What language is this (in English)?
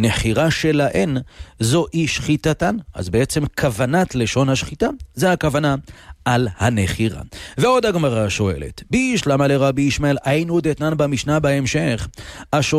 Hebrew